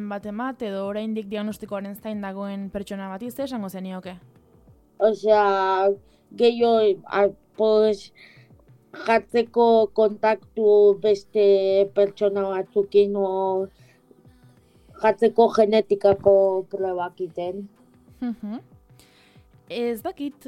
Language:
Basque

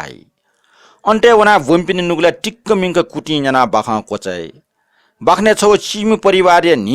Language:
Newari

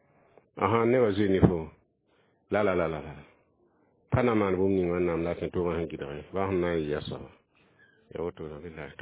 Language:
Mossi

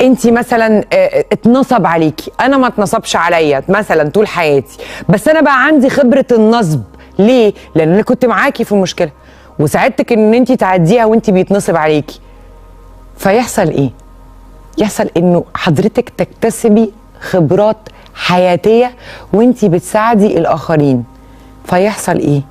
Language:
Egyptian Arabic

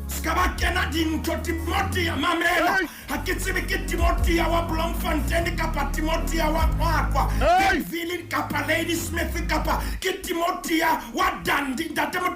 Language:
Southern Sotho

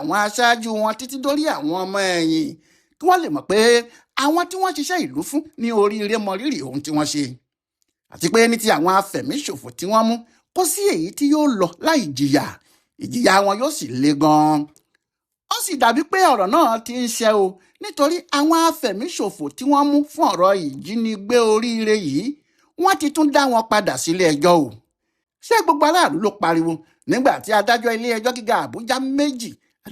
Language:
Yoruba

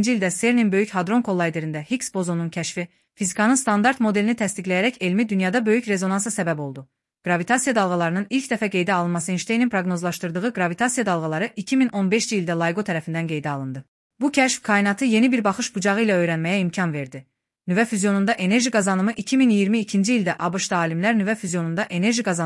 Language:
Azerbaijani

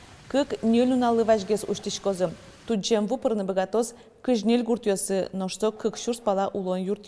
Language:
Udmurt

